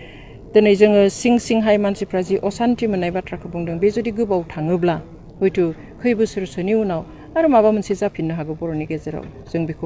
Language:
Bodo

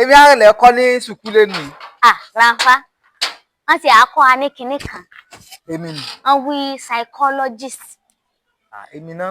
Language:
Yoruba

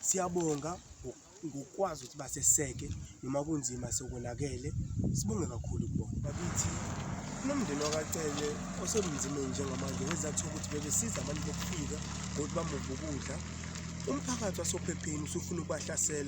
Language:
Zulu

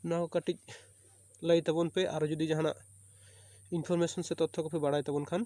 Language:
Santali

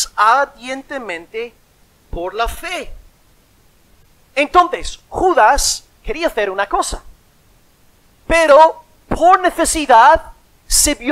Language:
Spanish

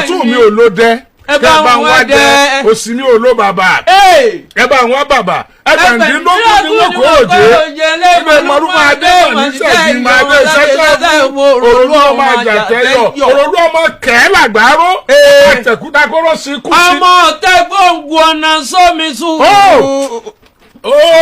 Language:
Yoruba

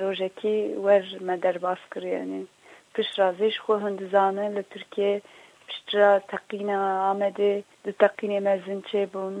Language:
Kurdish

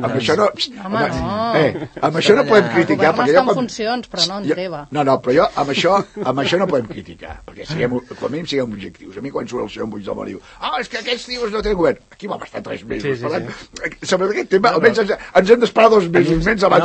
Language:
Catalan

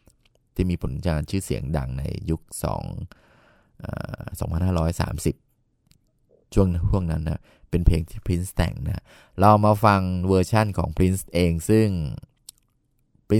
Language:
Thai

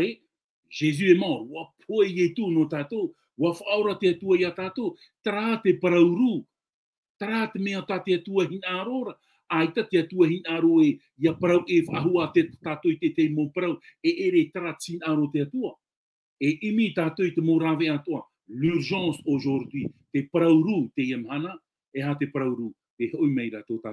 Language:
Tahitian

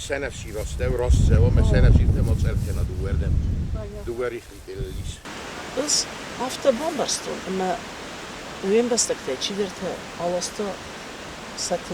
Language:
Ossetic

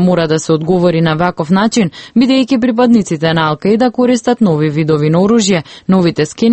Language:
Macedonian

